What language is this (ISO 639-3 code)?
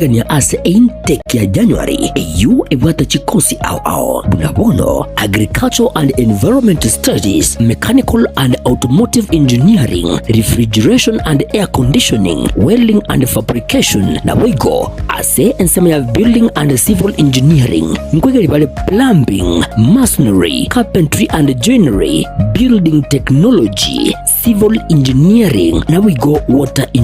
guz